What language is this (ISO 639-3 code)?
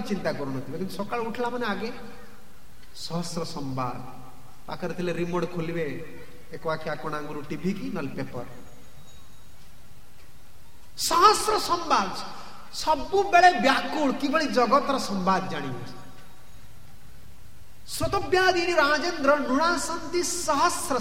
ori